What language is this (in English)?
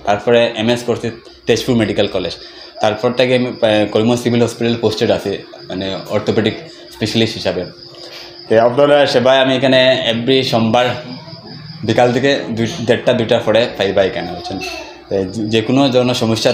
Sylheti